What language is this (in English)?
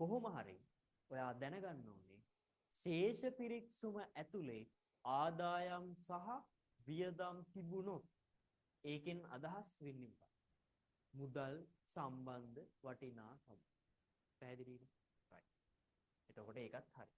Sinhala